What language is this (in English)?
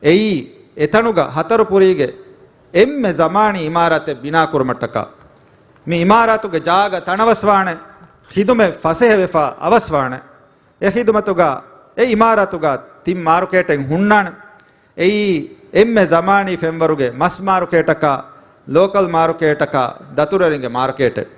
Divehi